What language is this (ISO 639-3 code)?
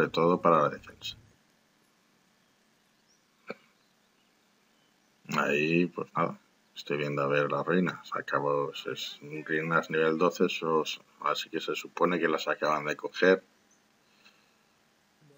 spa